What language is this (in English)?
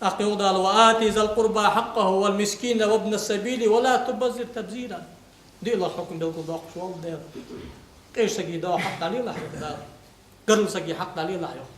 Ingush